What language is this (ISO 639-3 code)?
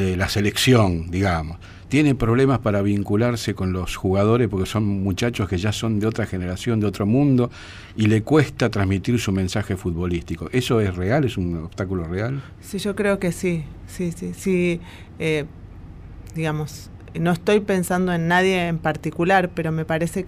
spa